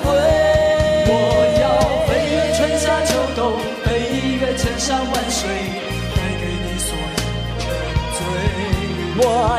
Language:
Chinese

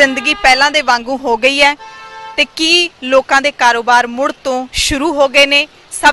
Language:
Punjabi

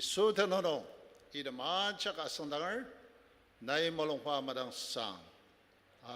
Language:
Ao Naga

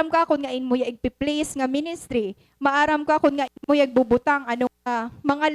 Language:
Waray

